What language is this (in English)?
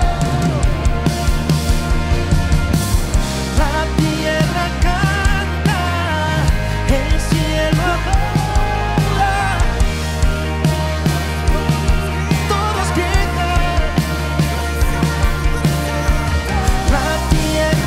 Spanish